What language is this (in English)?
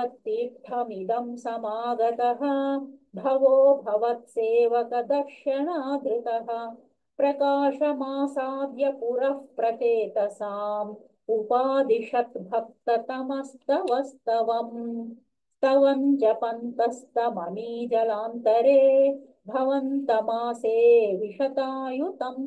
Sanskrit